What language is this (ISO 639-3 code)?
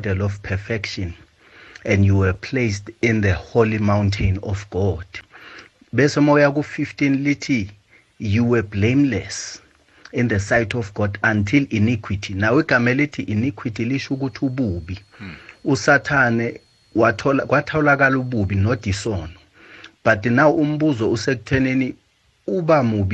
nbl